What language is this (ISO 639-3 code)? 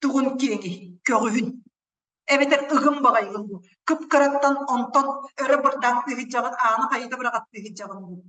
sah